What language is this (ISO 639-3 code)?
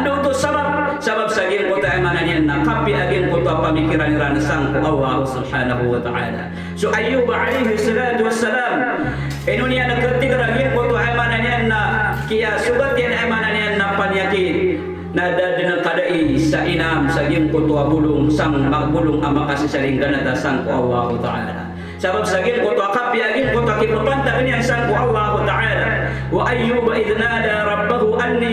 mrw